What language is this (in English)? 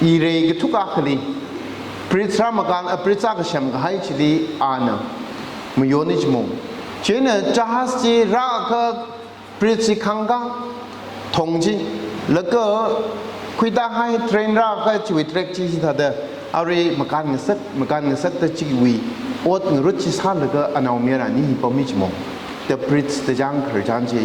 Tangkhul Naga (India)